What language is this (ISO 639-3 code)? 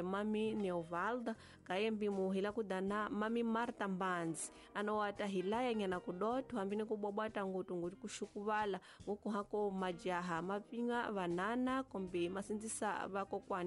tso